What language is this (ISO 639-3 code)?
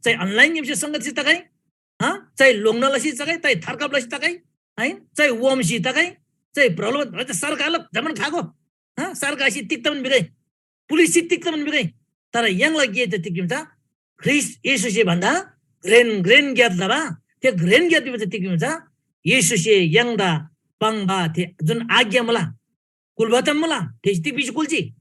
taj